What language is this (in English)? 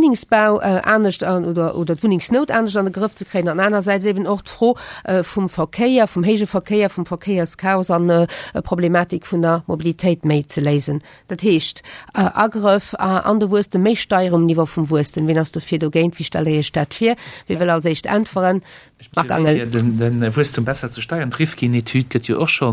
Luxembourgish